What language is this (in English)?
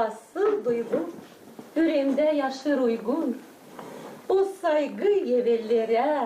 Gagauz